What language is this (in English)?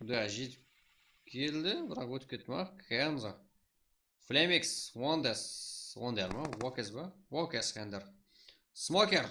Kara-Kalpak